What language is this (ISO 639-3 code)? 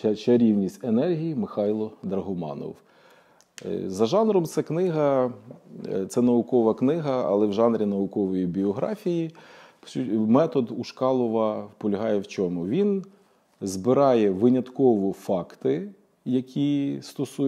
ukr